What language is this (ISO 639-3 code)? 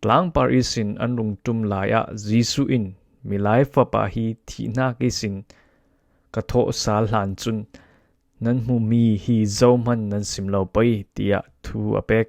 cfm